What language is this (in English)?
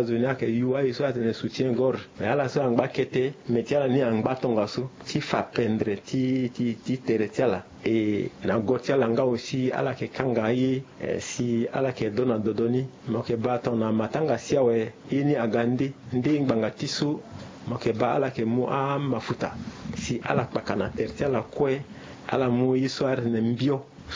Sango